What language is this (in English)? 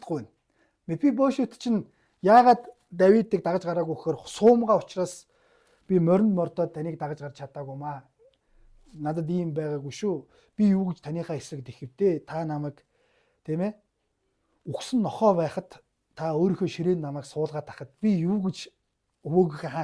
Mongolian